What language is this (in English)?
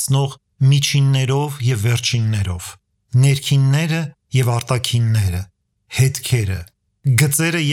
Armenian